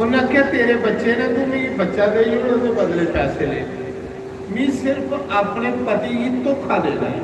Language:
Dogri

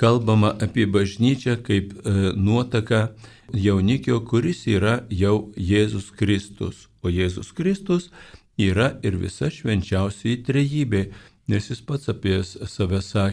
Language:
Lithuanian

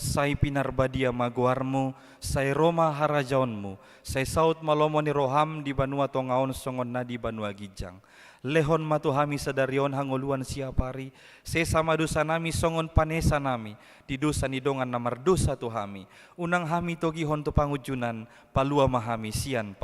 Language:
Batak Toba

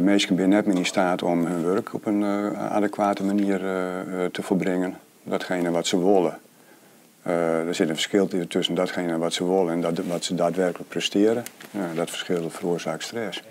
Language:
Western Frisian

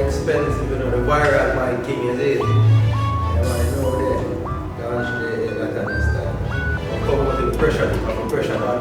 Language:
Jamaican Creole English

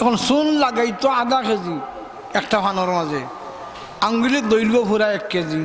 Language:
Sylheti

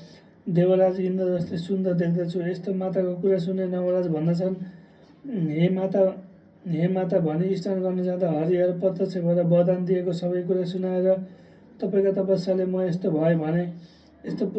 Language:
Nepali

